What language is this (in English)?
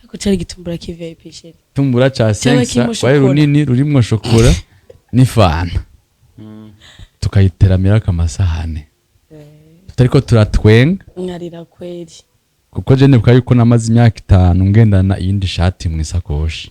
Rundi